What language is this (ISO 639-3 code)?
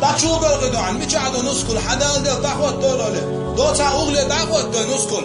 che